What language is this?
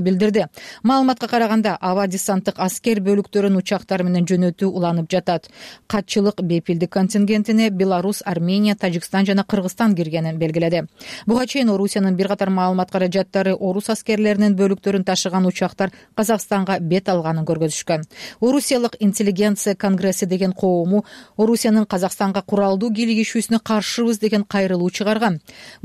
Kyrgyz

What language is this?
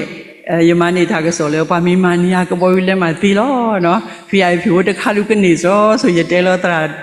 S'gaw Karen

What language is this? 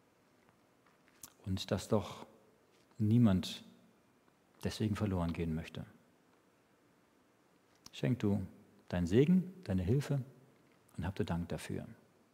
German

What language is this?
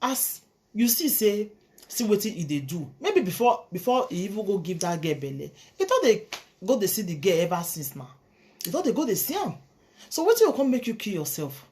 Nigerian Pidgin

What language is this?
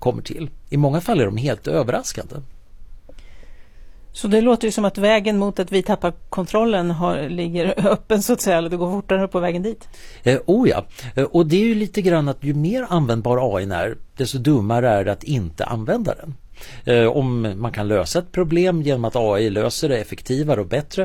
Swedish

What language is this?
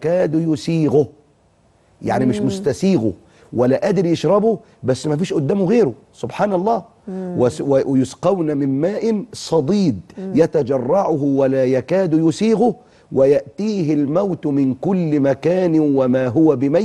Egyptian Arabic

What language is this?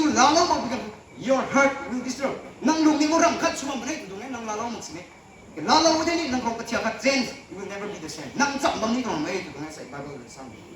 Rongmei Naga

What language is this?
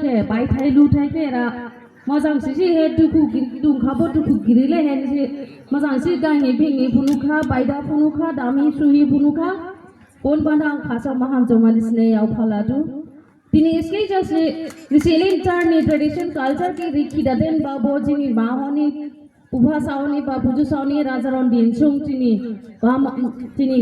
Dimasa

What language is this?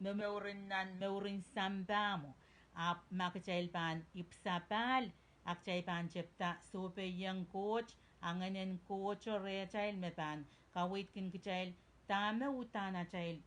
Pohnpeian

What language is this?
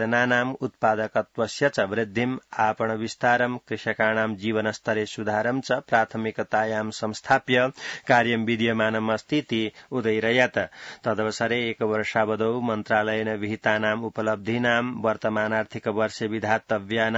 Sanskrit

